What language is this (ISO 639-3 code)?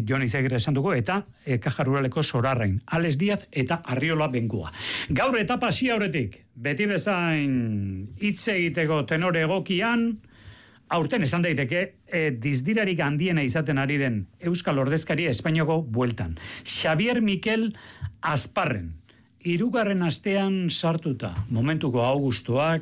eus